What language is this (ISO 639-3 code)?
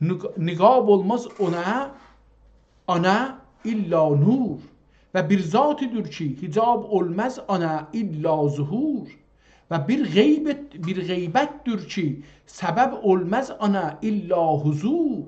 azb